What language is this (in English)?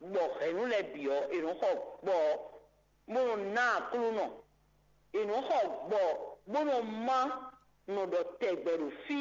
Fon